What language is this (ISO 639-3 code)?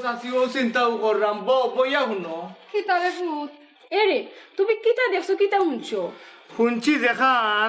syl